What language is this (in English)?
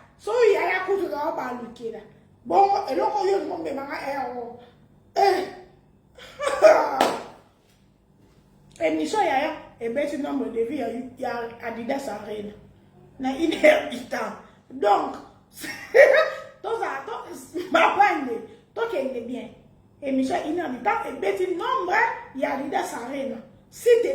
Lingala